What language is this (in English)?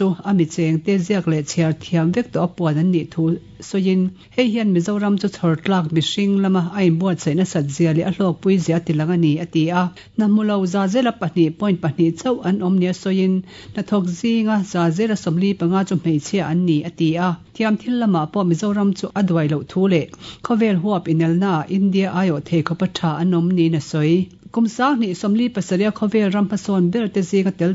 Mizo